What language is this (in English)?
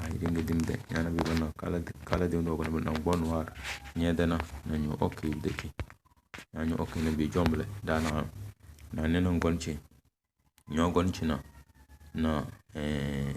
Tem